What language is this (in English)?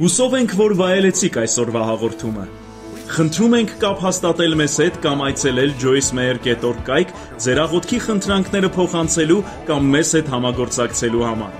Armenian